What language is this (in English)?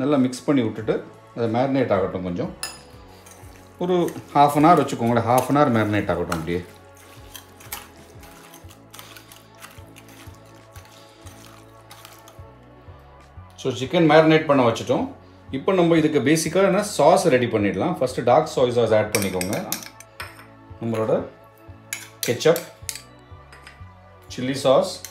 Tamil